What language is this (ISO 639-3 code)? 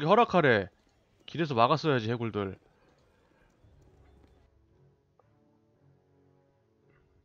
kor